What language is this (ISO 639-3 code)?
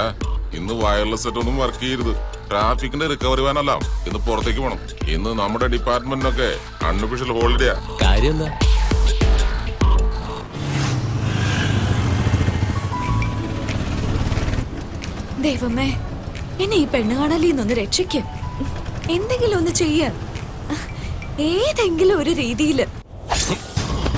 mal